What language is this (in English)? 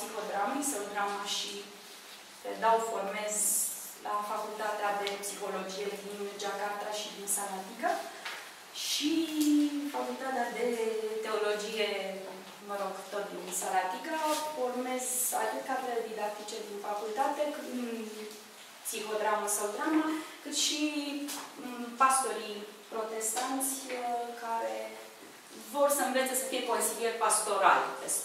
Romanian